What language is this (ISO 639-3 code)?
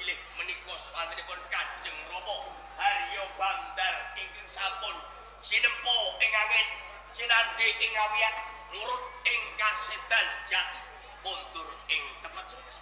jav